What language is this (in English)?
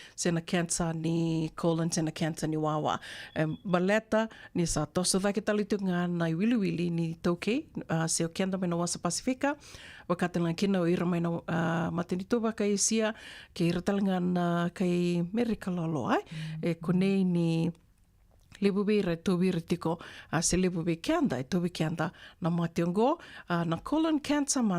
Fijian